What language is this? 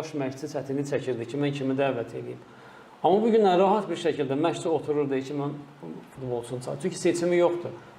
Azerbaijani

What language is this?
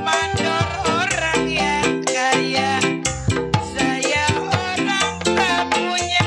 Betawi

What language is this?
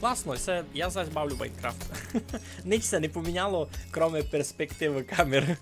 Rusyn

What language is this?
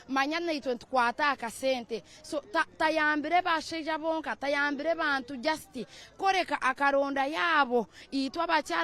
Nyankole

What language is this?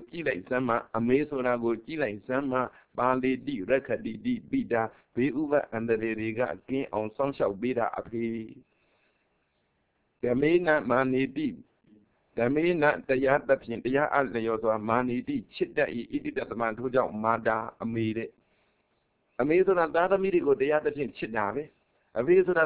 Burmese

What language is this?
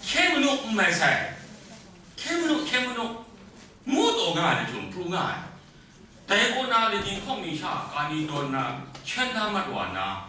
Kachin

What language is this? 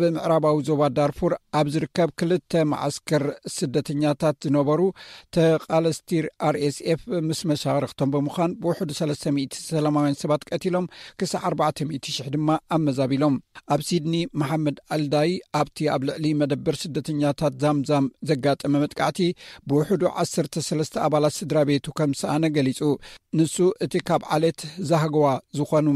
Tigrinya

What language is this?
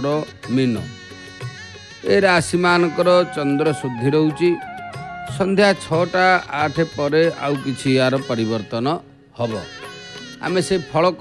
Odia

